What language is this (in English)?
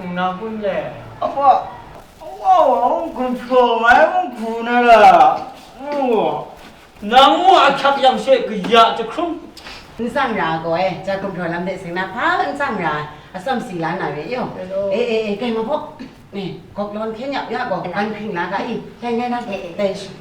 Kachin